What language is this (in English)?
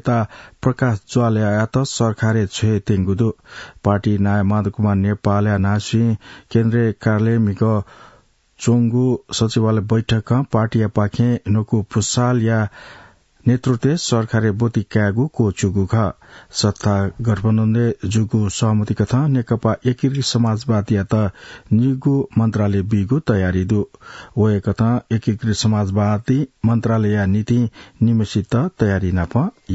Newari